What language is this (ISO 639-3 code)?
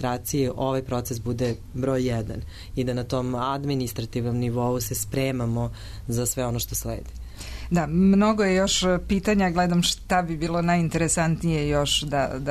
srp